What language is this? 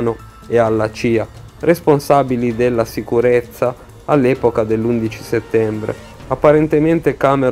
Italian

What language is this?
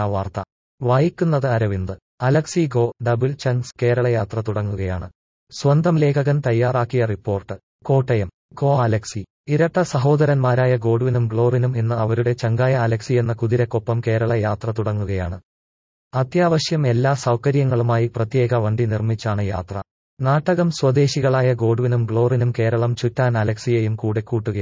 Malayalam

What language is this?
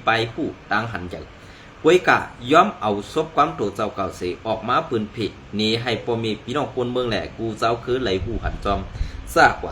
Shan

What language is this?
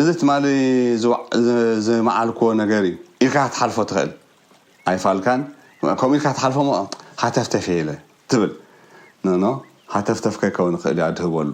Tigrinya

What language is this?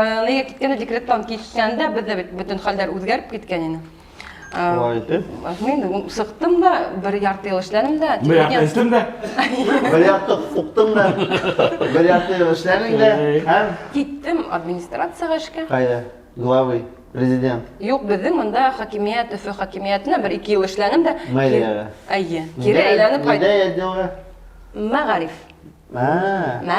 Bashkir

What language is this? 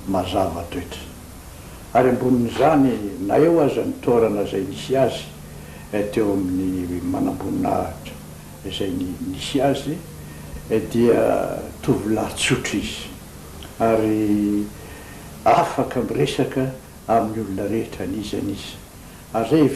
Malagasy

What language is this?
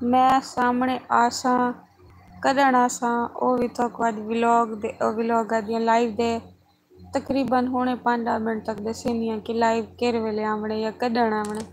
Saraiki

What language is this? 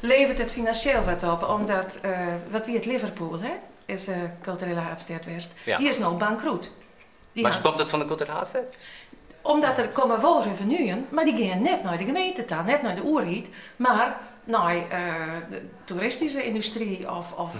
Western Frisian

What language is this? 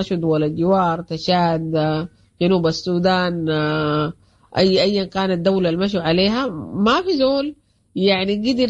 Sudanese Arabic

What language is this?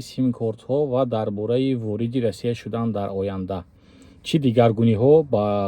Tajik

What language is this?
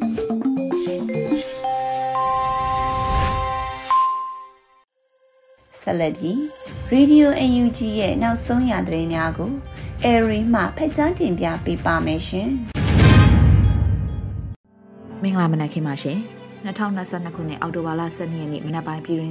Burmese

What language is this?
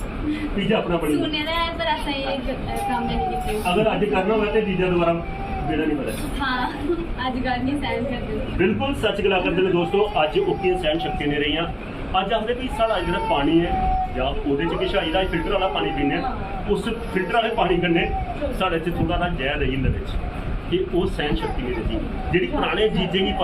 Dogri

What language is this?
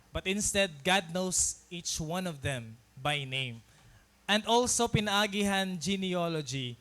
Waray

